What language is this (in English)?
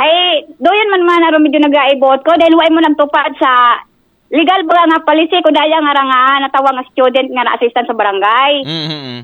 Aklanon